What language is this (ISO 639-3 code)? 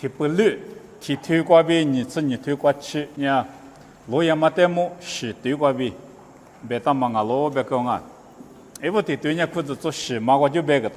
lis